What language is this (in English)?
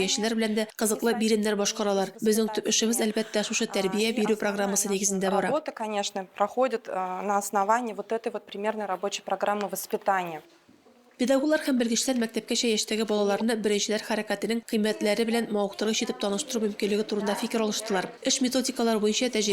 Tatar